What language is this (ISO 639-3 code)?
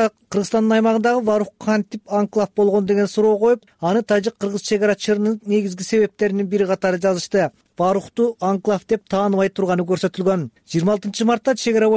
kir